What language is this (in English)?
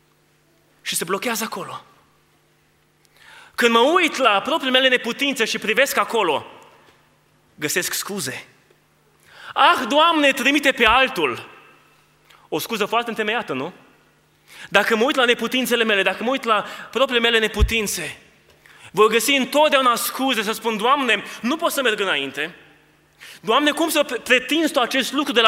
Romanian